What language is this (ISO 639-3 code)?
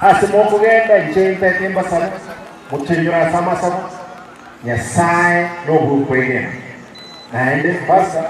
guz